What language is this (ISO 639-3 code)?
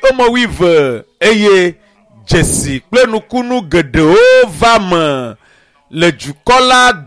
ewe